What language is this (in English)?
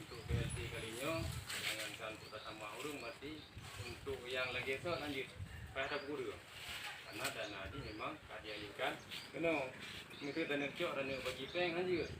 Achinese